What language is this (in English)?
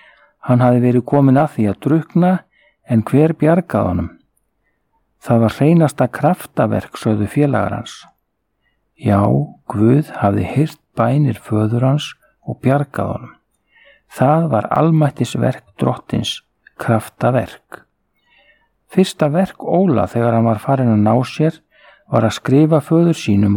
Icelandic